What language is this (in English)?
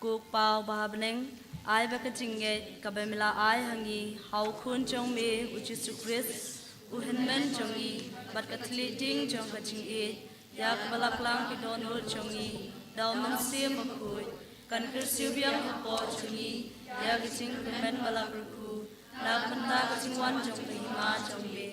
Khasi